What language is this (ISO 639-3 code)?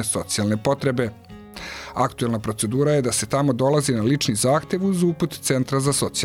srp